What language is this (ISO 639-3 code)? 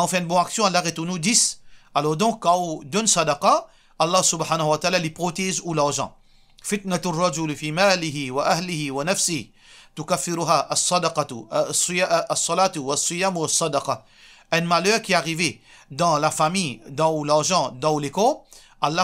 mfe